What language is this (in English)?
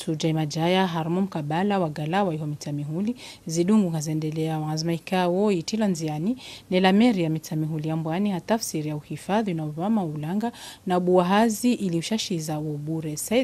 Swahili